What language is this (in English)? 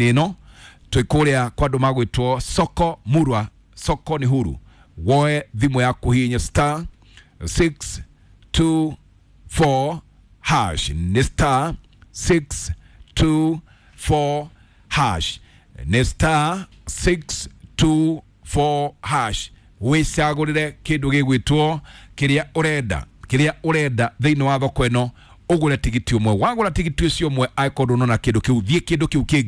Kikuyu